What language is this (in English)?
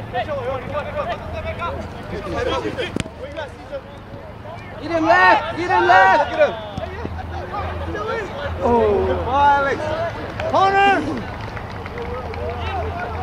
English